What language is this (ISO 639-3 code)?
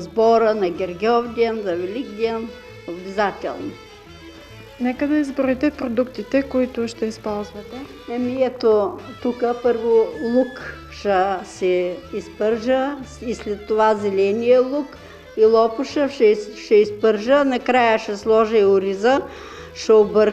bul